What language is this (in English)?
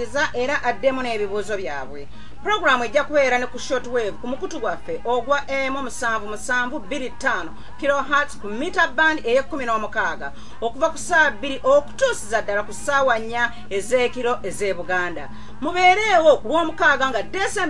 Ganda